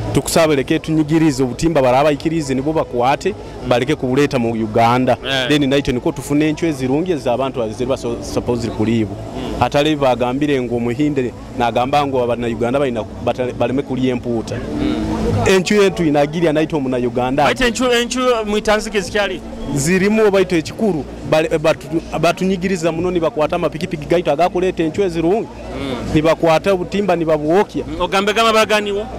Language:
Nyoro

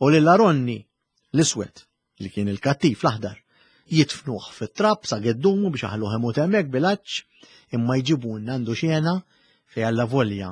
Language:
Maltese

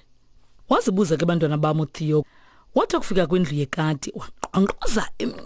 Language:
Xhosa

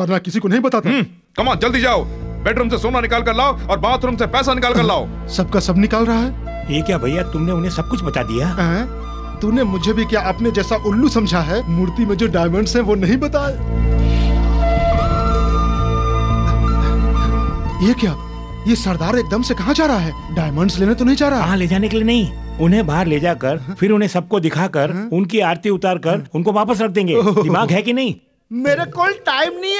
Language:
Hindi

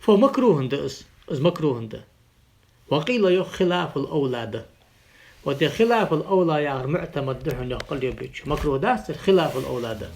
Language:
Ingush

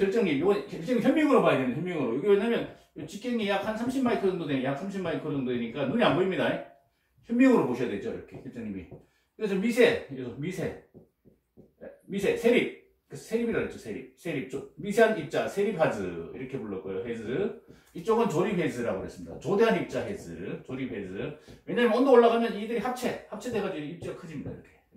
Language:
Korean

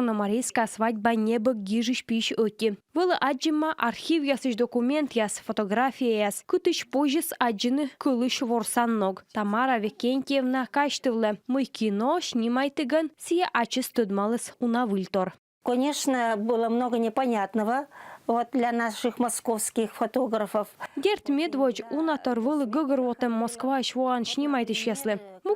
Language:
Komi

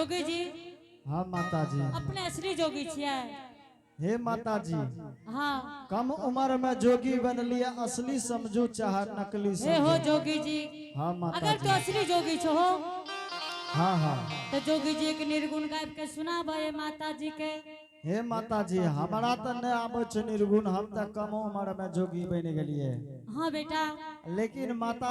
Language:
Angika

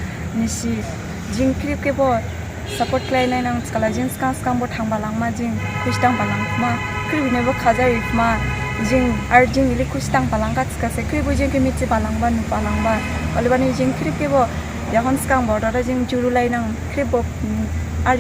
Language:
Dimasa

